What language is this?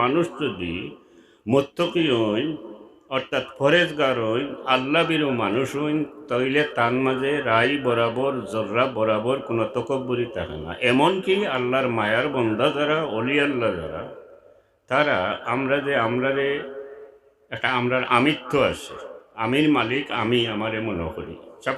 Sylheti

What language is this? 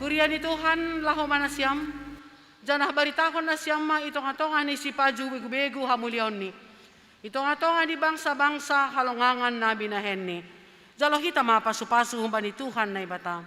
Batak Simalungun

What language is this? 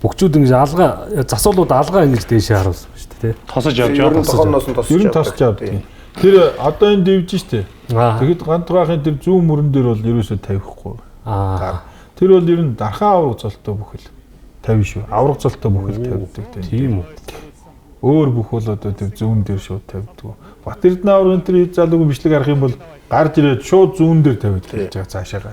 Mongolian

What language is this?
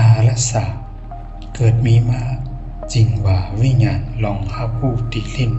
Shan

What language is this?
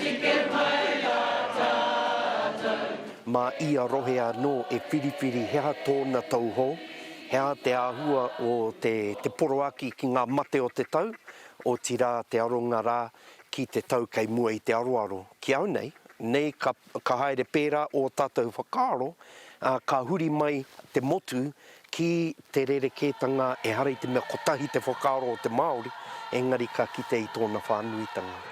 Māori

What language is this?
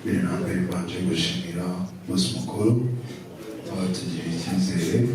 Kinyarwanda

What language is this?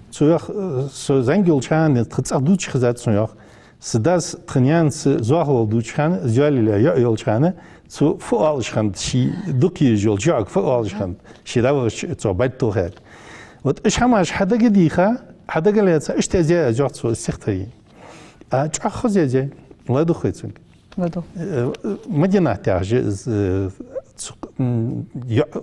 Ingush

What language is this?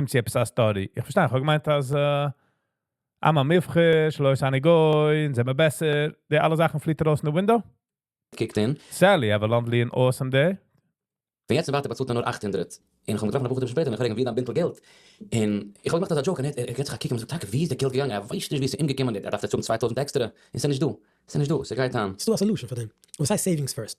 Yiddish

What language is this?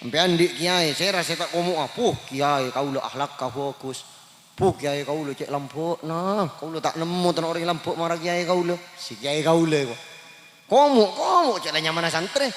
Madurese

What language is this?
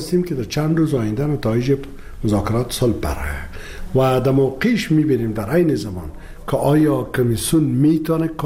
Persian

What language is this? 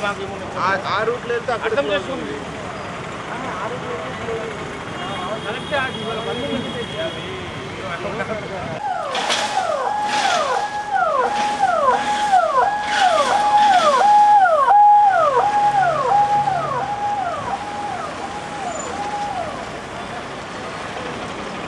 Telugu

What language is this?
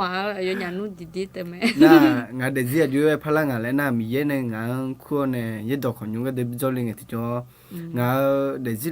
Akha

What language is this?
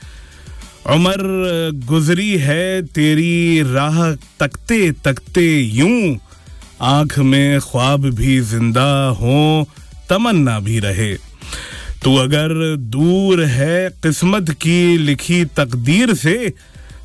Hindi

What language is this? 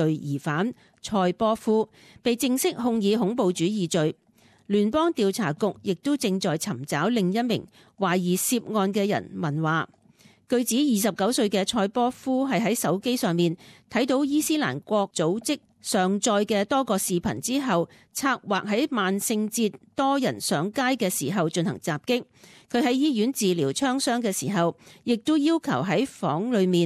Cantonese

